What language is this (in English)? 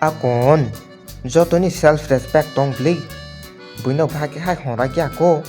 Kok Borok